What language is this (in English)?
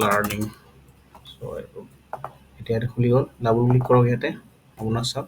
Assamese